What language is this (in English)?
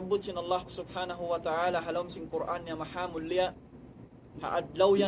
Tausug